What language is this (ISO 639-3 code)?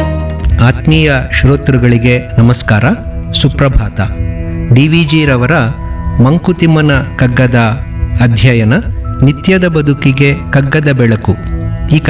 kan